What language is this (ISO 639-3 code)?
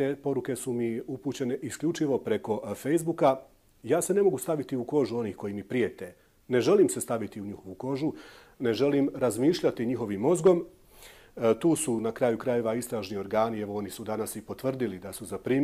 bos